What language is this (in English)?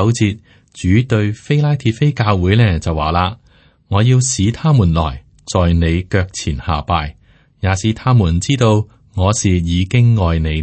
Cantonese